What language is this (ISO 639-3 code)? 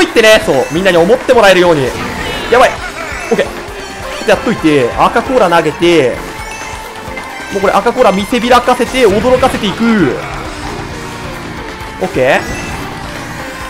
jpn